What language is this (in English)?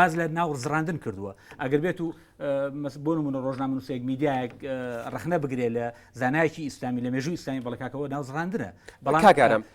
Central Kurdish